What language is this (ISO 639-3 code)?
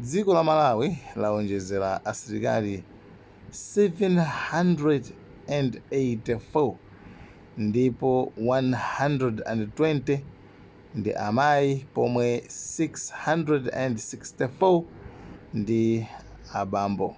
nya